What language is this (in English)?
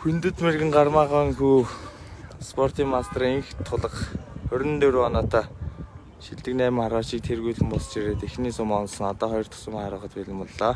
Mongolian